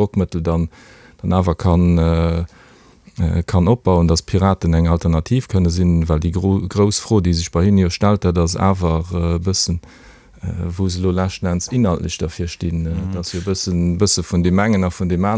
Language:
Luxembourgish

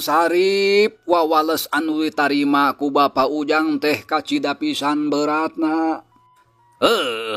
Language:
Sundanese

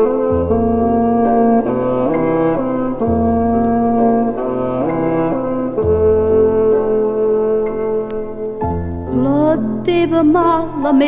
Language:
Catalan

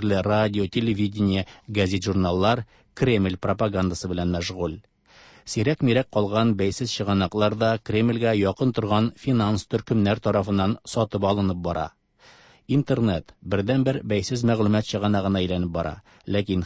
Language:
Tatar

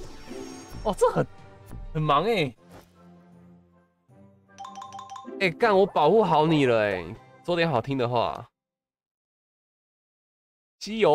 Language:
Chinese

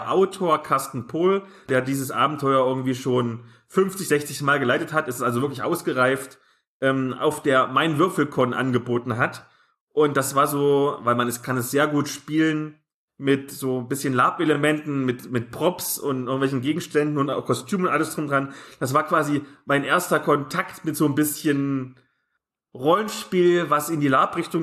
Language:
German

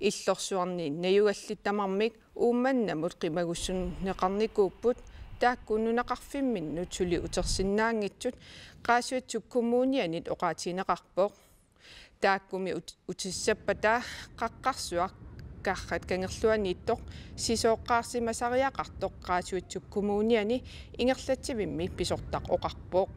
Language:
Kalaallisut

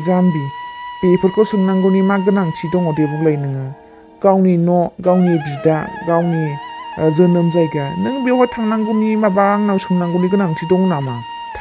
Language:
Bodo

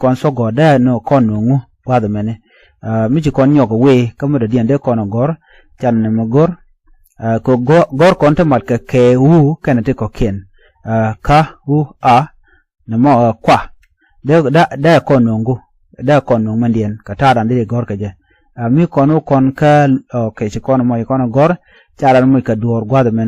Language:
Nuer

